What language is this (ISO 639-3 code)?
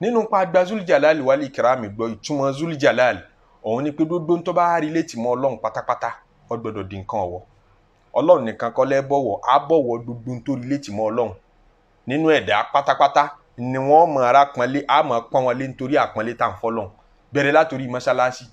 yor